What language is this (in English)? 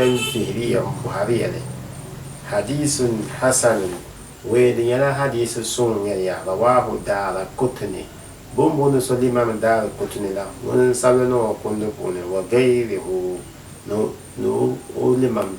Dagbani